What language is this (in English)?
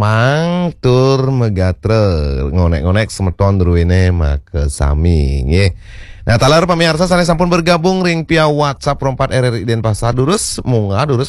Balinese